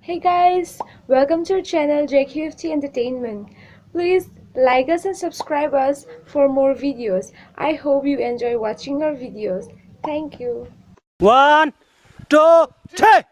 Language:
Hmar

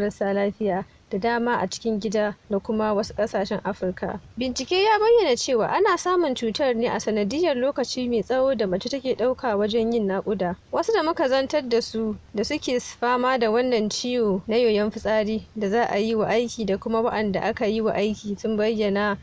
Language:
Hausa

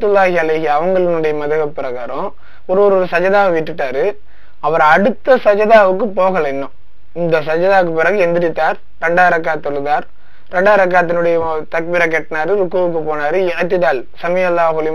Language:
Tamil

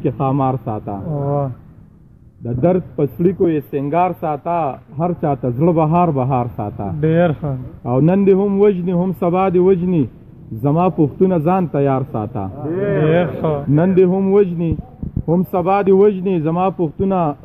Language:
Pashto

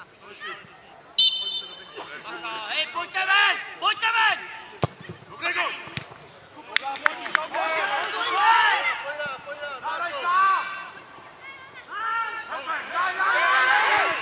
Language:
Czech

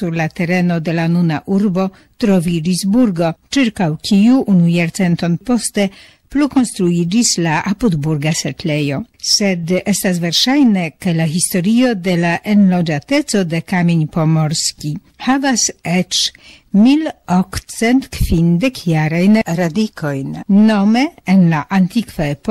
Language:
Esperanto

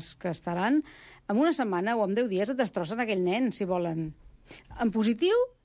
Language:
Catalan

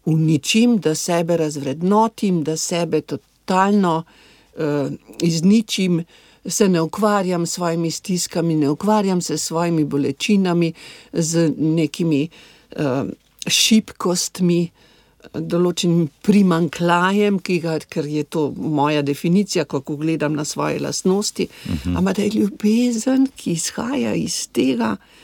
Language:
Slovenian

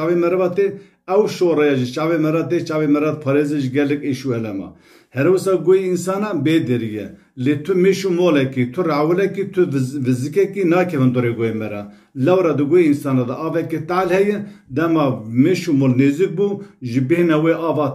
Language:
Kurdish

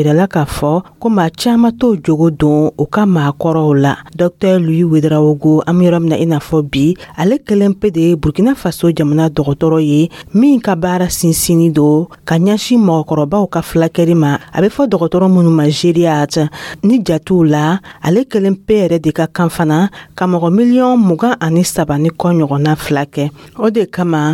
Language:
Dyula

